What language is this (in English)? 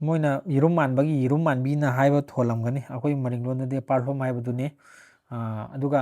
Manipuri